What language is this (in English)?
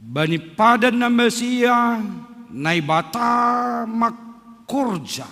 Batak Simalungun